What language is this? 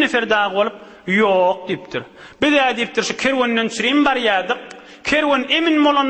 Turkmen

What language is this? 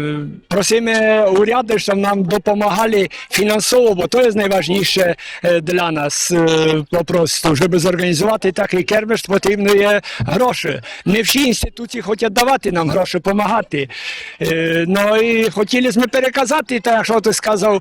Rusyn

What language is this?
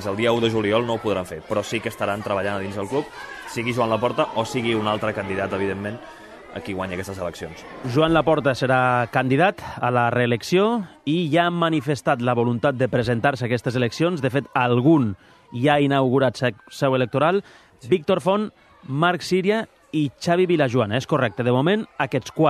Catalan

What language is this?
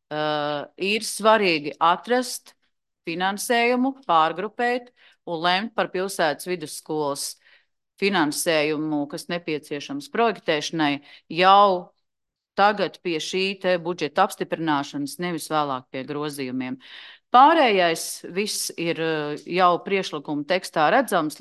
Latvian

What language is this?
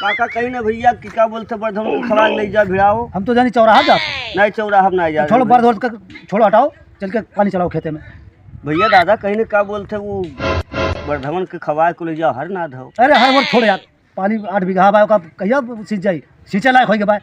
Awadhi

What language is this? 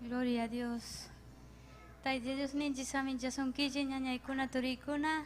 Ayacucho Quechua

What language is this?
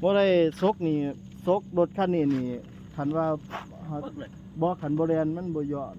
Lao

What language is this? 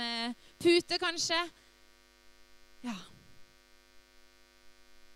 Norwegian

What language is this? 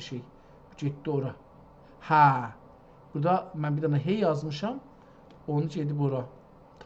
South Azerbaijani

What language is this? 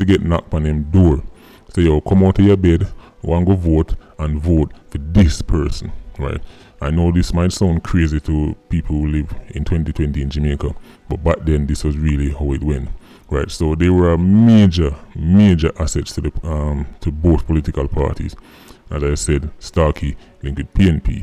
Jamaican Creole English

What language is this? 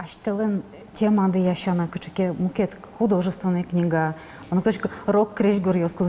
Udmurt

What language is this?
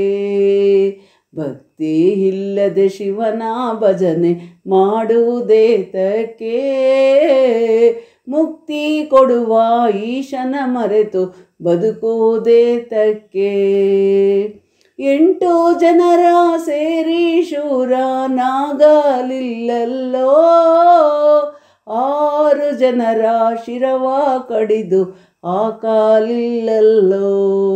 Kannada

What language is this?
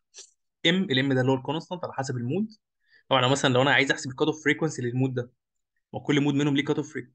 Egyptian Arabic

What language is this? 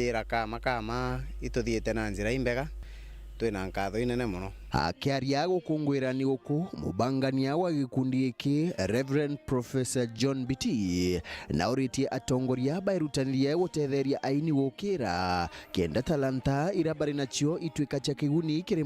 Meru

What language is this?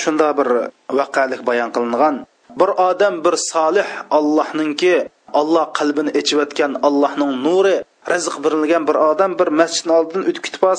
Uyghur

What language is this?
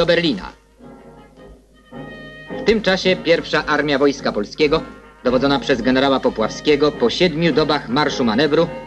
Polish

